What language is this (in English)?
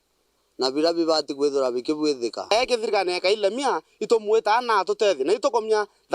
Meru